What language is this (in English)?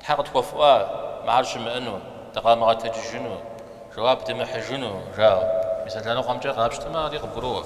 Kabardian